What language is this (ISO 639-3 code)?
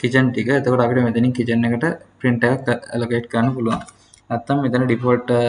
sin